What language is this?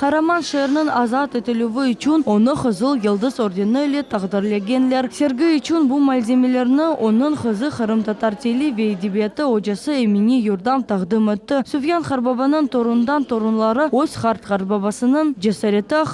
Crimean Tatar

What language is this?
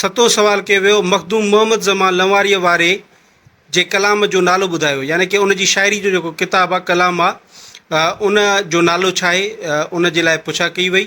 Sindhi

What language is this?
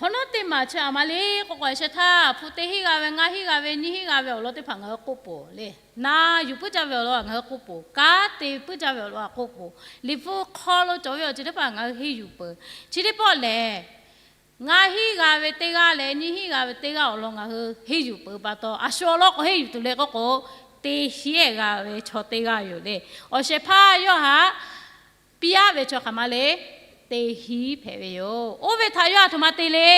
Lahu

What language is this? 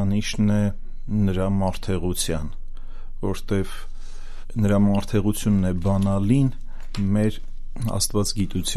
Armenian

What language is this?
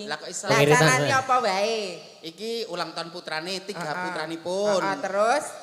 Javanese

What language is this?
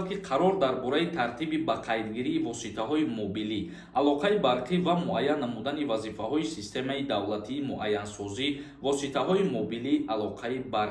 Tajik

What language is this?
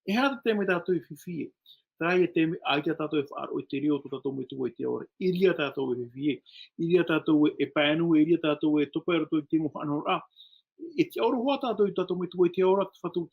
Tahitian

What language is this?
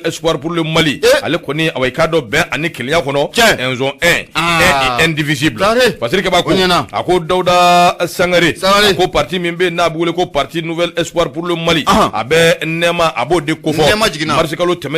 Bambara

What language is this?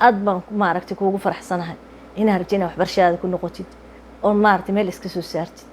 Somali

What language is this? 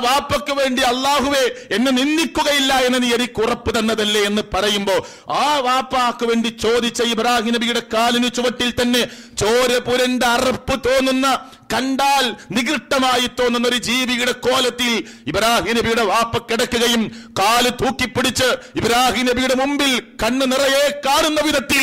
Malayalam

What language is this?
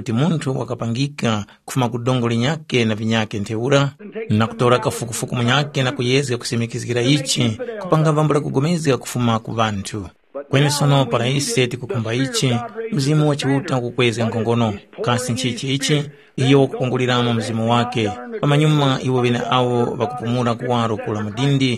Tumbuka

